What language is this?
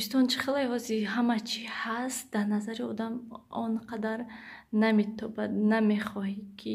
Tajik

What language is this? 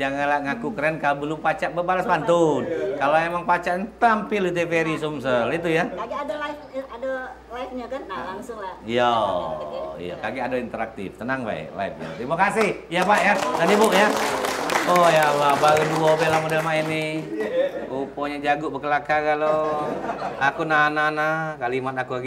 Musi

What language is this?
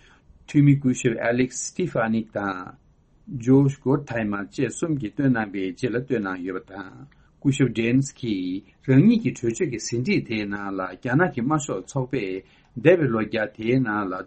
Tibetan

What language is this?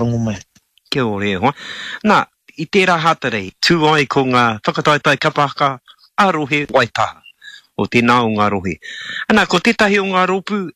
Māori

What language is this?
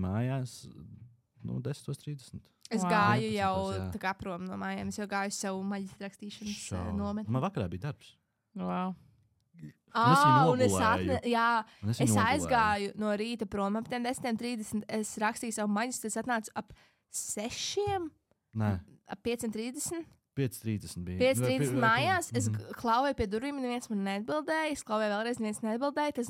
Latvian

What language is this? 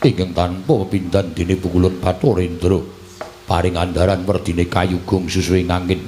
Javanese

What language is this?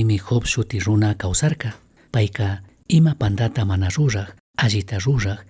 Chimborazo Highland Quichua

